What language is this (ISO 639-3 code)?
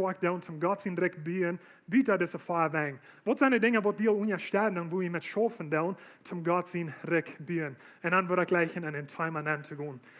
pdt